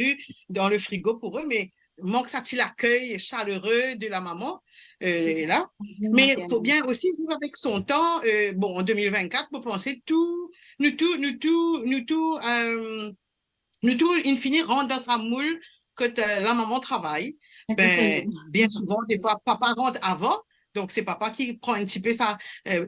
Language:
Morisyen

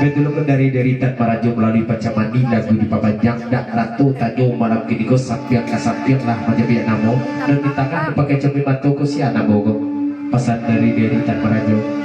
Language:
Minangkabau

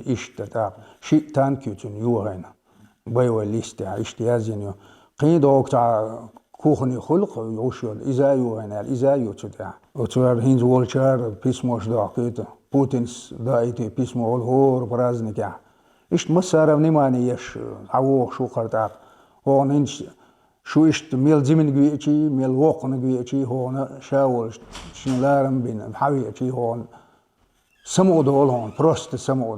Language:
Chechen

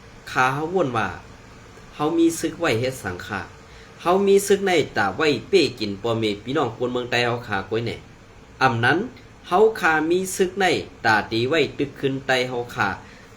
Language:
Shan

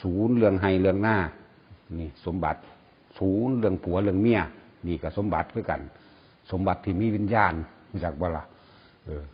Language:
Northeastern Thai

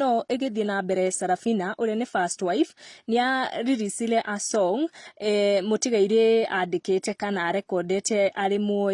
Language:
Kikuyu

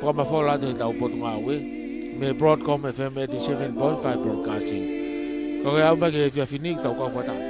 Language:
Tongan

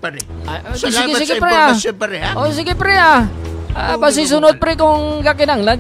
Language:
Hiligaynon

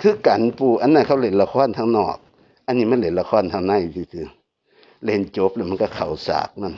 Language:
Northeastern Thai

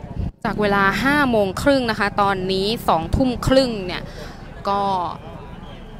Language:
Thai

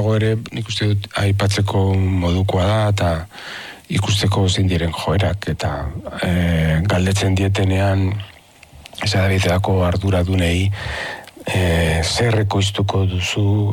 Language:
Basque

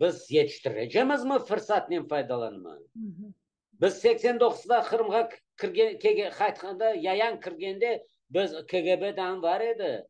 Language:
Crimean Tatar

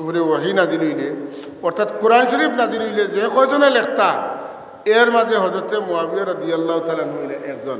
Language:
Sylheti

